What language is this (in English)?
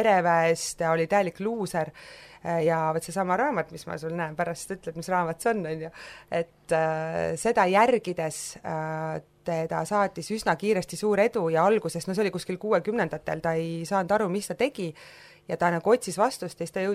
Estonian